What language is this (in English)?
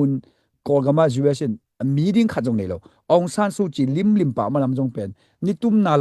Tedim Chin